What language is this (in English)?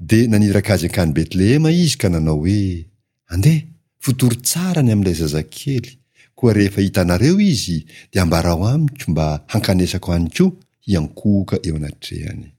Malagasy